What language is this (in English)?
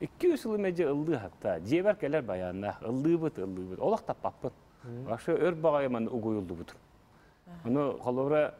Yakut